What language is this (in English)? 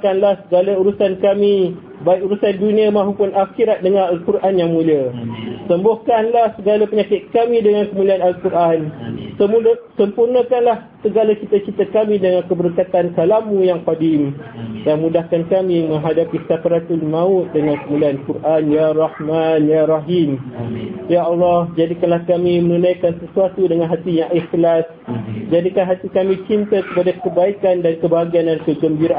Malay